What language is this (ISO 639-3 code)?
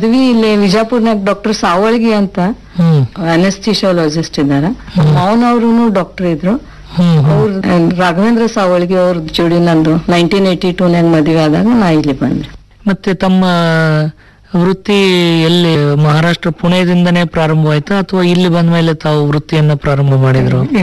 kan